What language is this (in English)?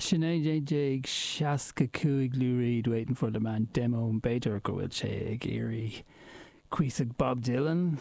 Irish